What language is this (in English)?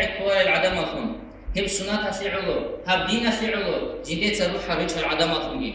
Avaric